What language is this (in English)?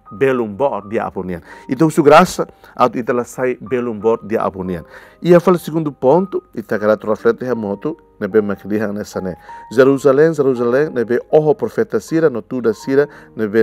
Tetum